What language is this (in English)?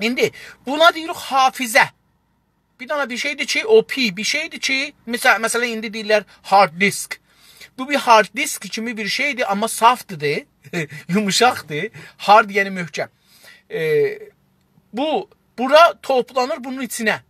South Azerbaijani